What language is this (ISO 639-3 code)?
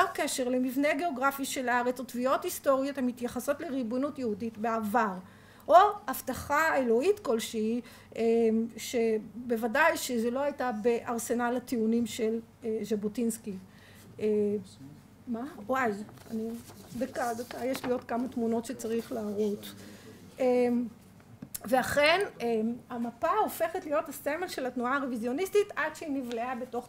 heb